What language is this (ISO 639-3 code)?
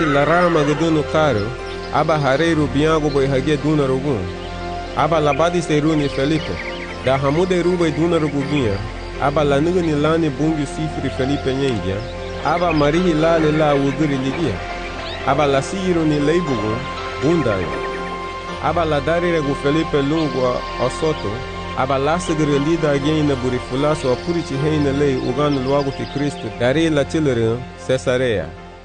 cab